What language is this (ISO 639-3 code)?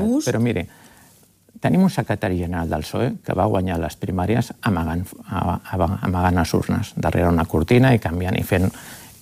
cat